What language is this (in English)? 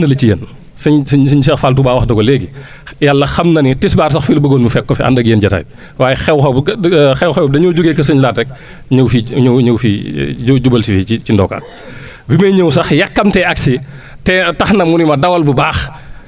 Wolof